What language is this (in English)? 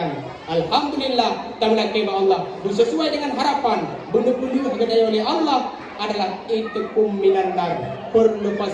Achinese